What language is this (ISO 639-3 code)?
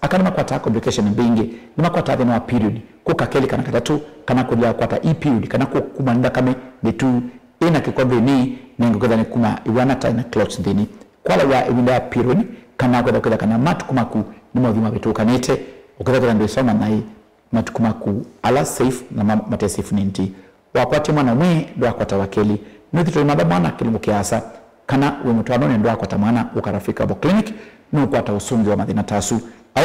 kam